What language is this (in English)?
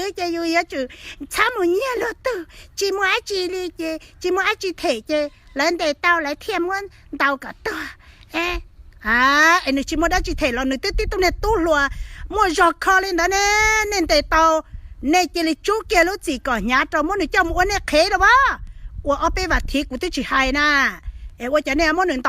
Hmong